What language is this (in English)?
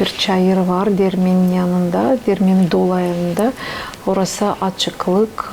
Gagauz